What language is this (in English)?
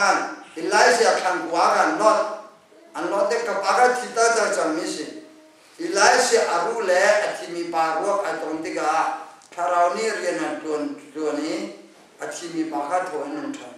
Hakha Chin